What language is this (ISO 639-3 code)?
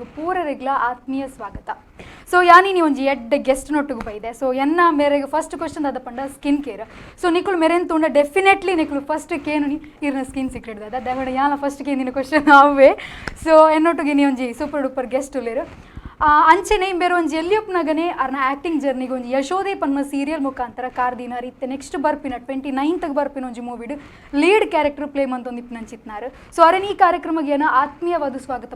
tcy